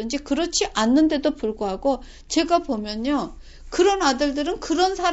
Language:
Korean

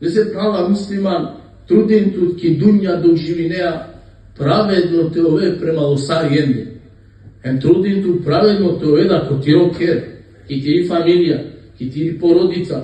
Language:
Balkan Romani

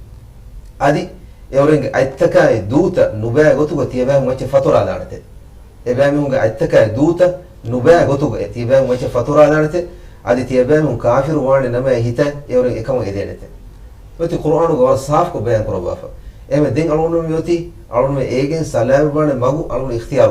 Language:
Divehi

